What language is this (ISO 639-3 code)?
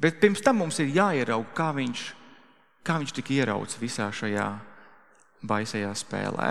lav